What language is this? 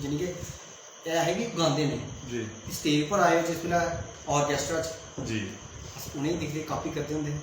Dogri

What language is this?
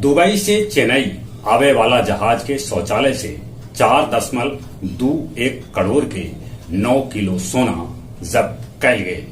Magahi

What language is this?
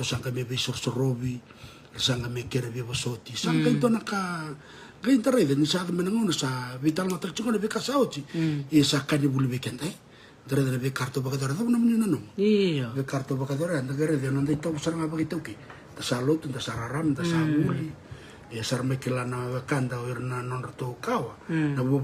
Fijian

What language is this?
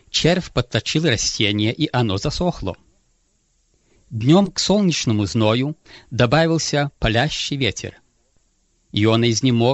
Russian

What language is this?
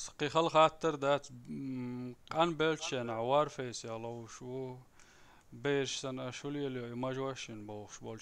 Chechen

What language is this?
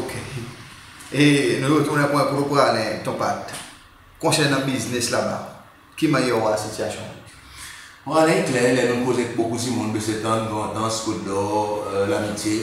Seselwa Creole French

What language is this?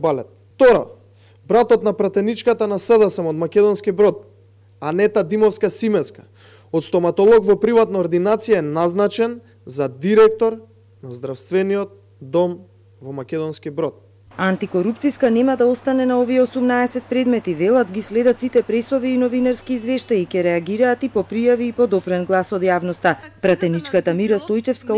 Macedonian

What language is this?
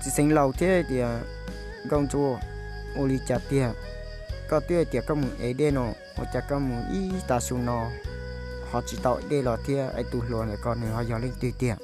Hmong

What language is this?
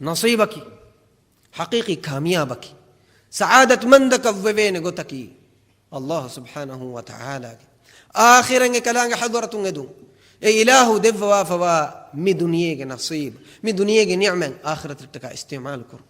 Divehi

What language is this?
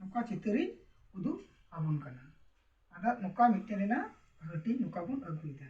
Santali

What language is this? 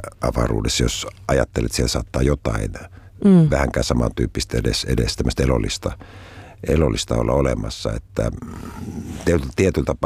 Finnish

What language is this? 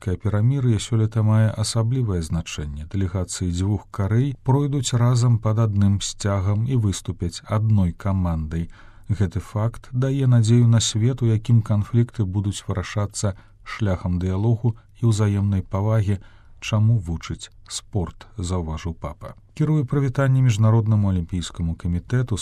Belarusian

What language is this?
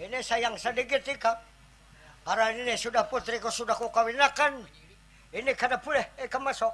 Banjar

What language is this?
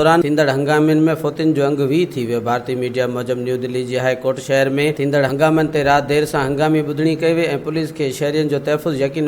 Sindhi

